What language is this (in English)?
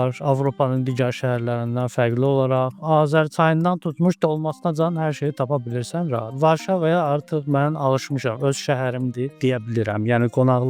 Azerbaijani